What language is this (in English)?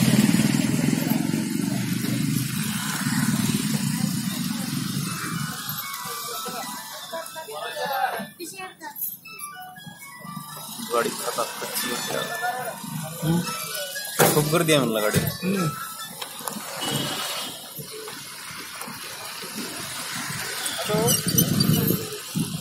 Marathi